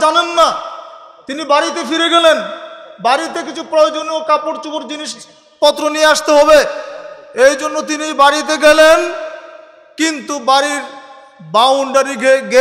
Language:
Bangla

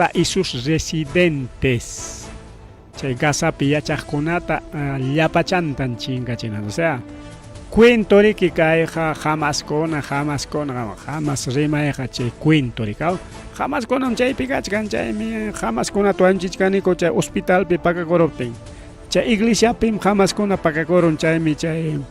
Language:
Ayacucho Quechua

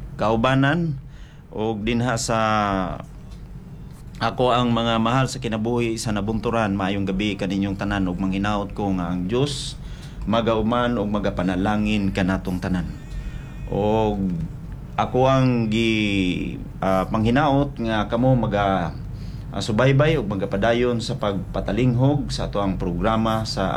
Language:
Cebuano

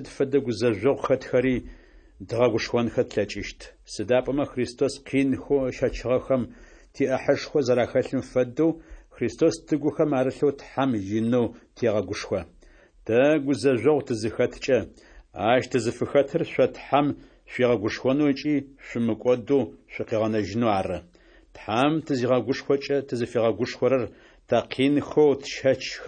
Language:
Adyghe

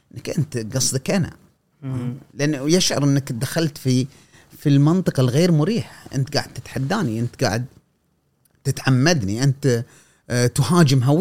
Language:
Gulf Arabic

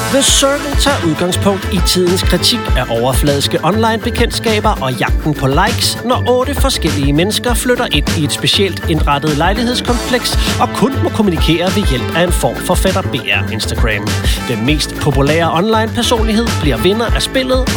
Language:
Danish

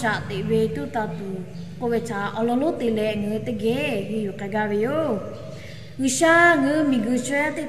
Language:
Lahu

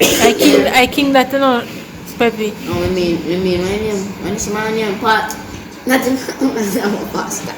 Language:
Jamaican Creole English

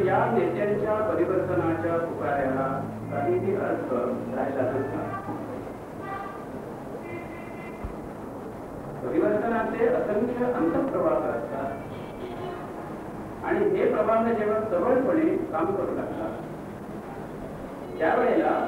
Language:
Marathi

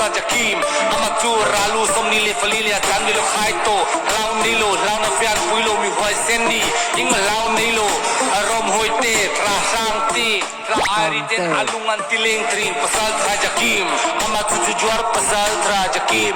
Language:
Mizo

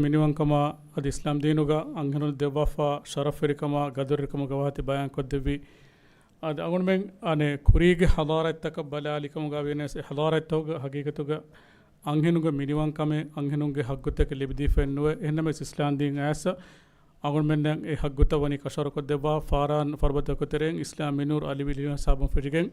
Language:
Divehi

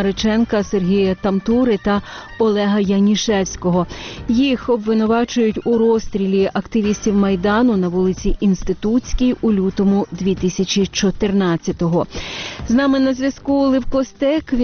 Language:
Ukrainian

